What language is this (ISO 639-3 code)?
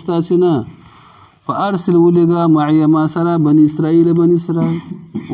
pus